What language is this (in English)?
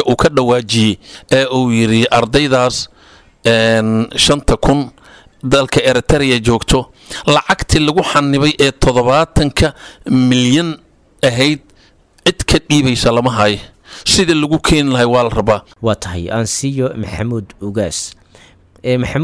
Somali